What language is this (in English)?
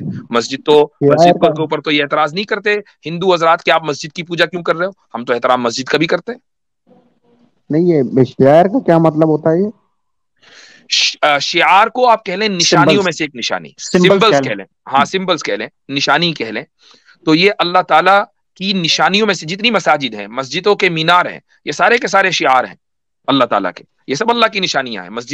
Urdu